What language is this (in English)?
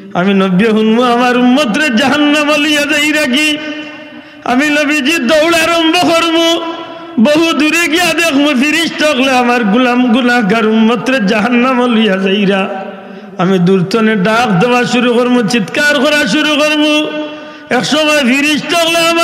Sylheti